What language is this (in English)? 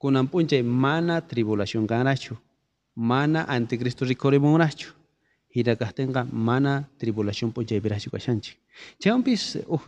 South Bolivian Quechua